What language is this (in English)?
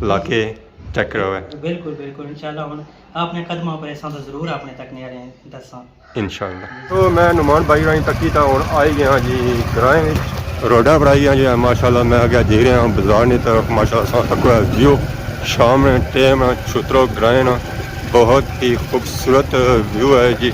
Pahari-Potwari